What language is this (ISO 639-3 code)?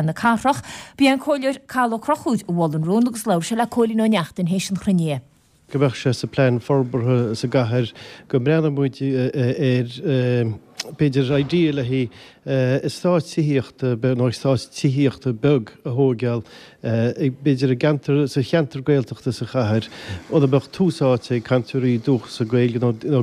gle